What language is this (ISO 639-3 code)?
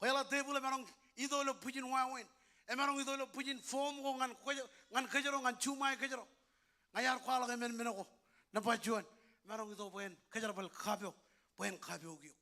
mah